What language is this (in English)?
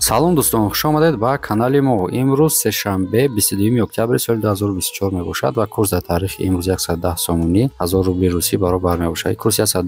Tajik